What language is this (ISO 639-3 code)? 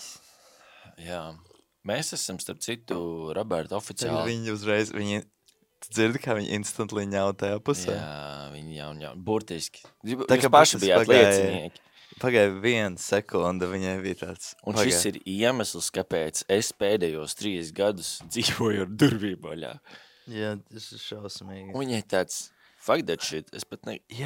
lav